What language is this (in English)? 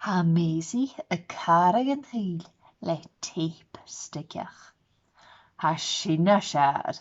Scottish Gaelic